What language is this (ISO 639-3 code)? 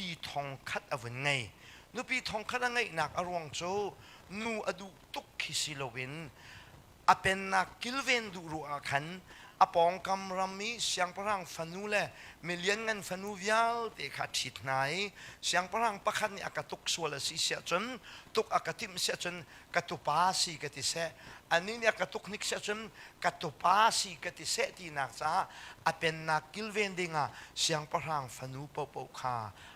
cnh